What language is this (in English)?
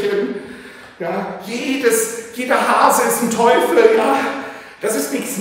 German